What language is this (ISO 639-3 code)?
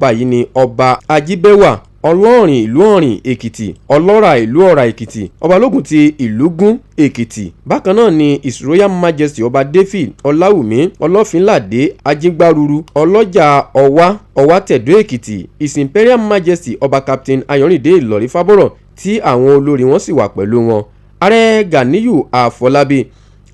yor